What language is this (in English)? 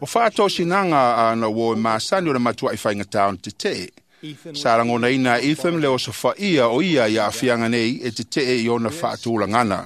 Samoan